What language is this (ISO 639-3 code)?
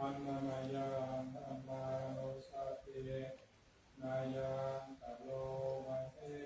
pli